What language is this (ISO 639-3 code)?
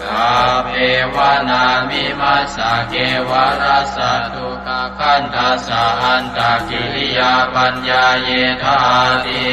pli